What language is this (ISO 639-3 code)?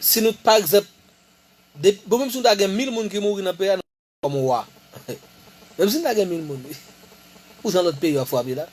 hat